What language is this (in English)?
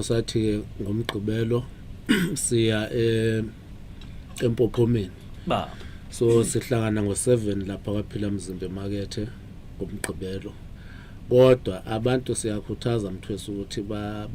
Zulu